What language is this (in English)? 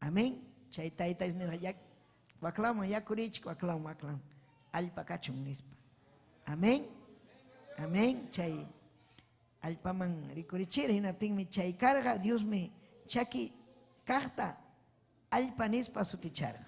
Ayacucho Quechua